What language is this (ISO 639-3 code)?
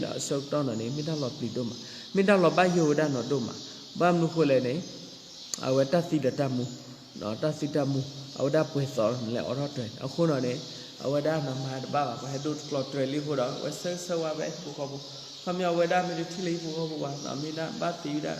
ksw